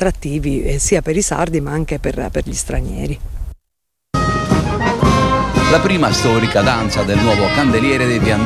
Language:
Italian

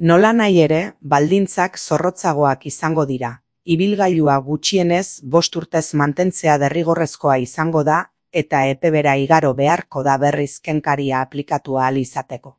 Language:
Basque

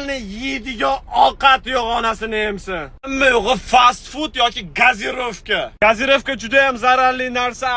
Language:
Uzbek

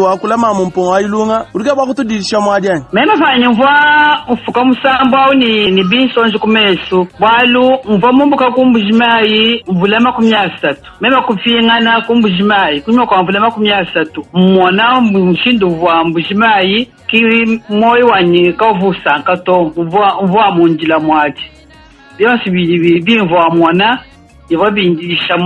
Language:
Luba-Lulua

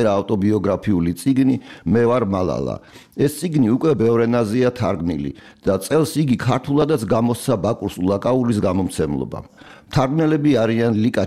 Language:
Georgian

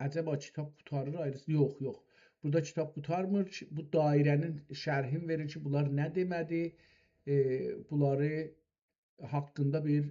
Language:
South Azerbaijani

